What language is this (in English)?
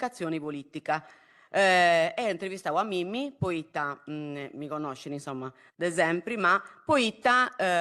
Sardinian